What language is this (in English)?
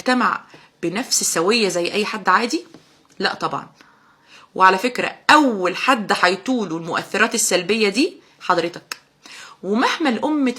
Egyptian Arabic